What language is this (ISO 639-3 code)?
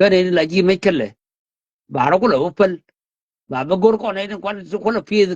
nus